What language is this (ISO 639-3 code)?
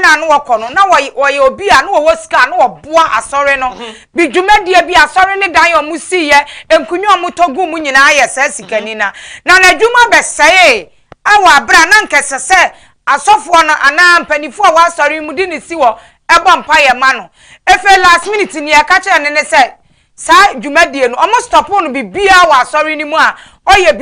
aka